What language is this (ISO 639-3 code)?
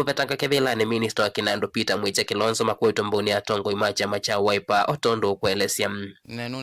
kam